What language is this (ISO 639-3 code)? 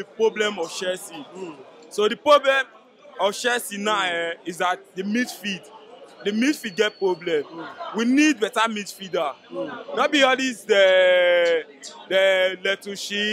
pcm